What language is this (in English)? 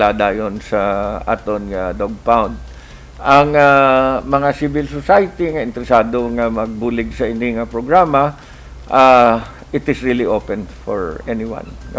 Hiligaynon